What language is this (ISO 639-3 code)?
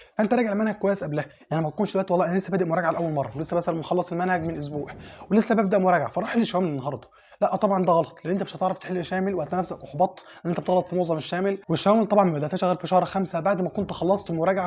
arz